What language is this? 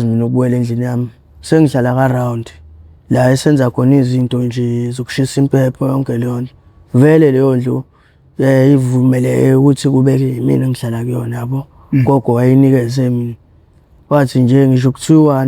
Zulu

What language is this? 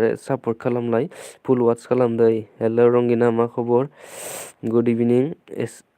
Bodo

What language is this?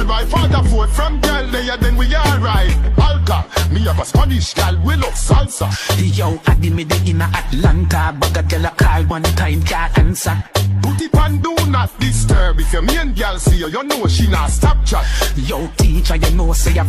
Jamaican Creole English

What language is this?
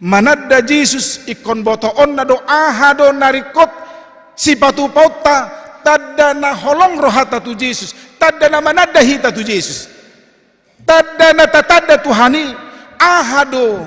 Batak Toba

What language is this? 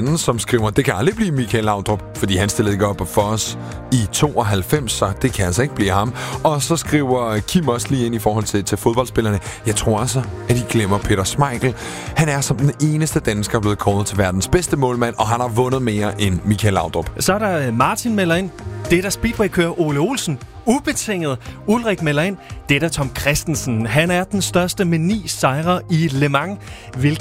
Danish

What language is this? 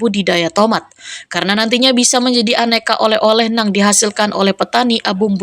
Banjar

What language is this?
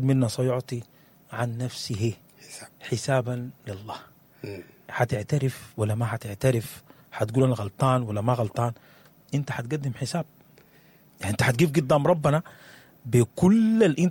Sudanese Arabic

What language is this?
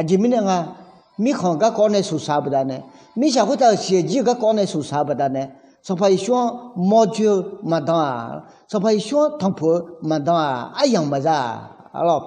Akha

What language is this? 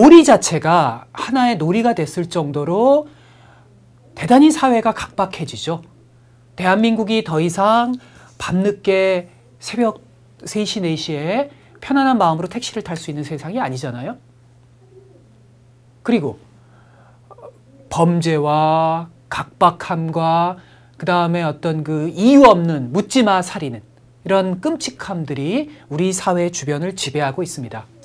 Korean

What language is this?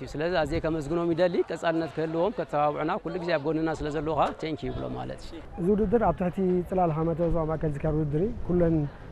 Tigrinya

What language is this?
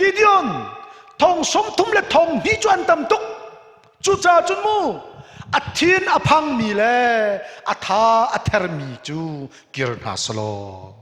Hakha Chin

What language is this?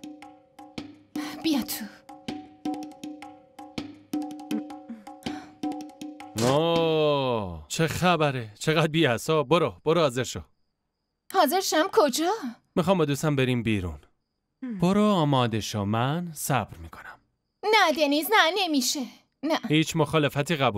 Persian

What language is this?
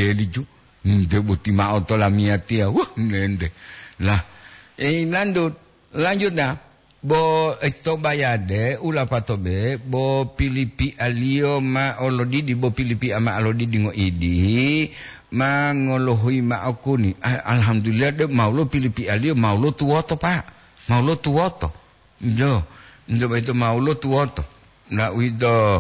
Gorontalo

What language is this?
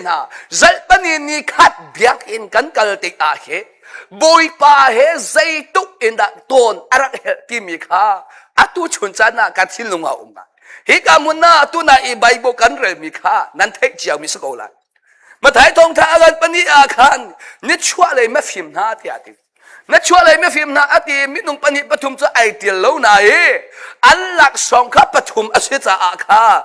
Hakha Chin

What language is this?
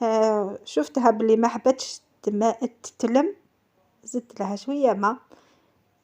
Algerian Arabic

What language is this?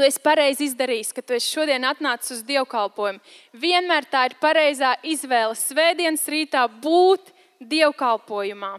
Latvian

